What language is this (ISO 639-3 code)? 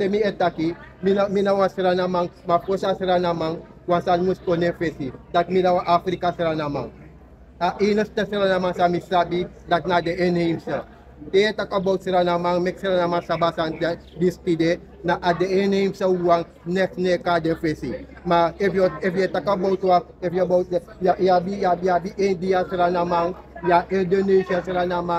srn